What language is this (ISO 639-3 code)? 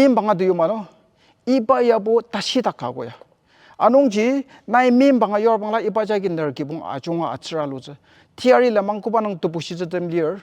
njo